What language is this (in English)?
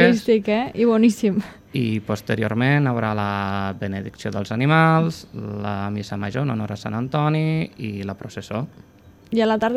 Catalan